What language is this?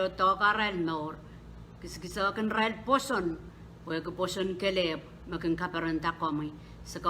Pohnpeian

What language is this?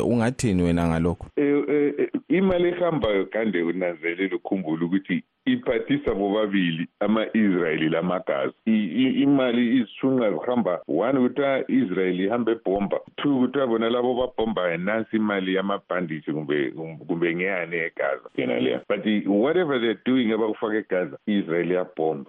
North Ndebele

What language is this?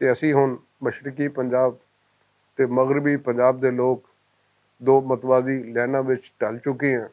Western Panjabi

